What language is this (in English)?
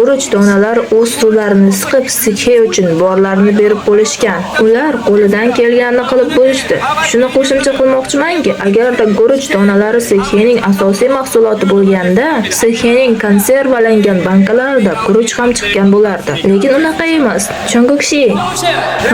Uzbek